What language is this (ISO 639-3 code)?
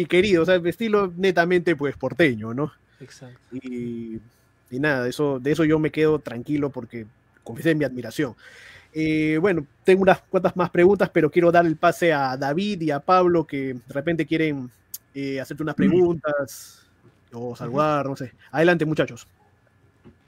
spa